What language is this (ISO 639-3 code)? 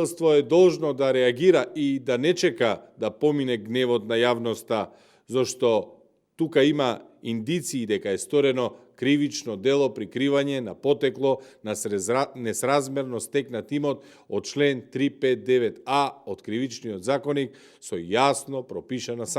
mkd